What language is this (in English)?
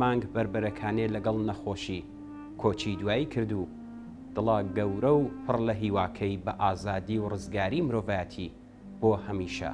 Central Kurdish